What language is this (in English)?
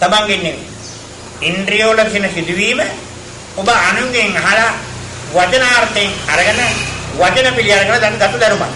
Sinhala